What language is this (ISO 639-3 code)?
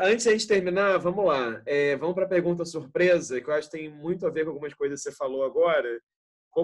por